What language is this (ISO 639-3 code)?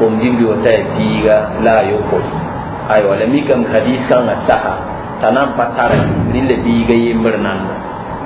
mos